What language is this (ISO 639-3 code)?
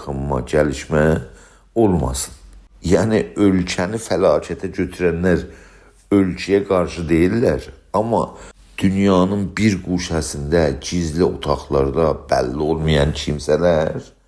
azb